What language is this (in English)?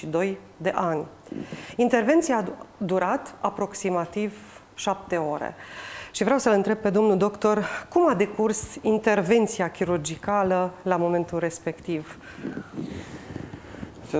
Romanian